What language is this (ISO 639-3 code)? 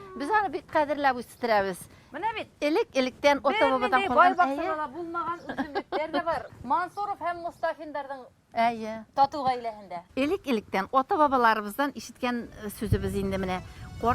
bak